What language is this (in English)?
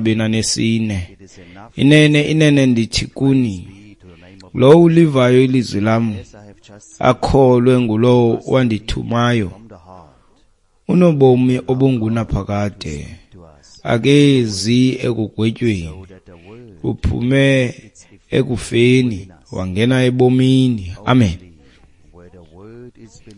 Xhosa